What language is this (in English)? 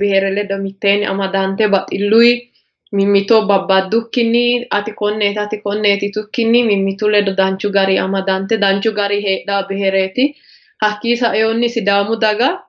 Sidamo